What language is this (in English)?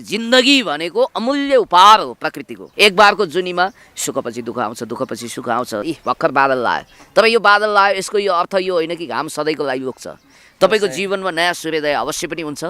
Nepali